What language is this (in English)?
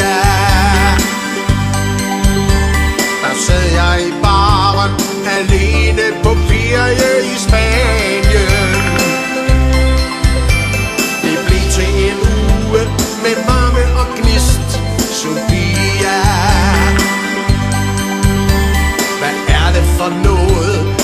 Danish